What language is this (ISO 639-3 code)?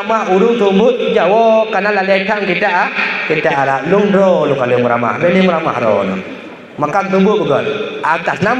ace